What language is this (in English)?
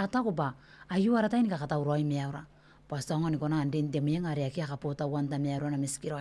Gilbertese